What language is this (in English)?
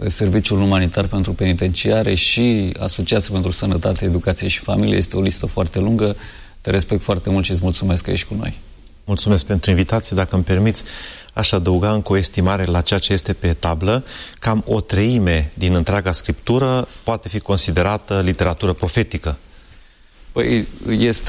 Romanian